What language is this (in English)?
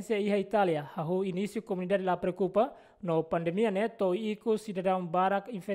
Tetum